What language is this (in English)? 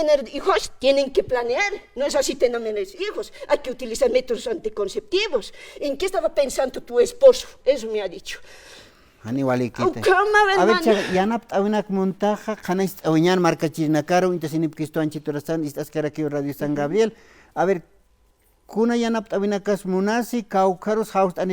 Aymara